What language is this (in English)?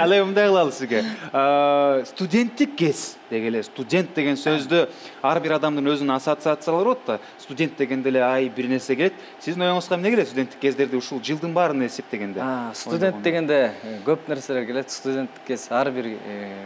Kyrgyz